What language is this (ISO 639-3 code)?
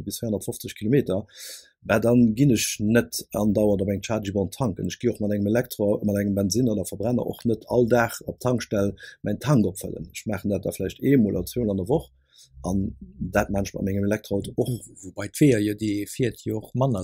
ltz